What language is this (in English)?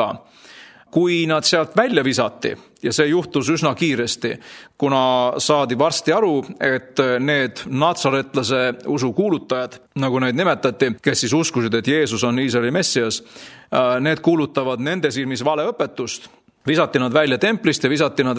Estonian